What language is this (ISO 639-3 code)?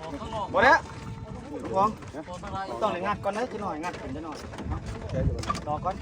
tts